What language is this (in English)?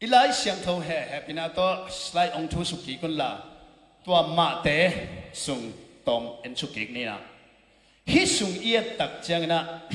Tedim Chin